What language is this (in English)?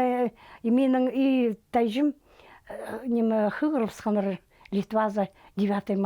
Khakas